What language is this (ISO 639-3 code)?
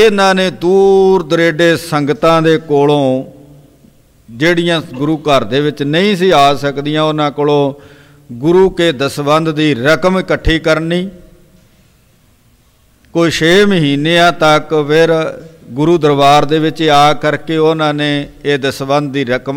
pan